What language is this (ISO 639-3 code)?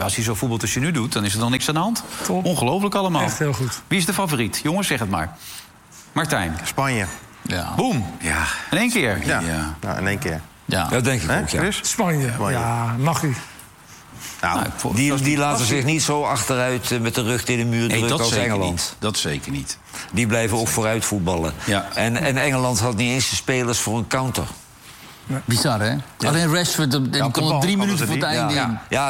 nld